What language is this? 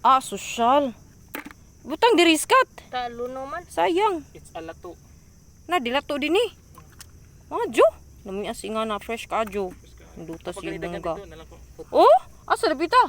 Cebuano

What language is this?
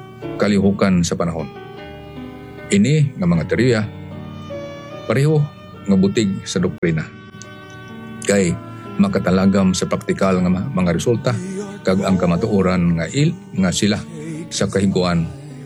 Hiligaynon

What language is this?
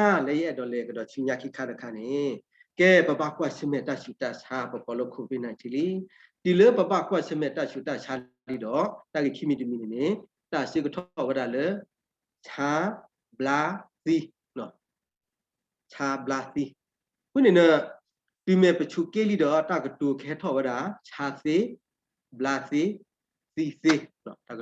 S'gaw Karen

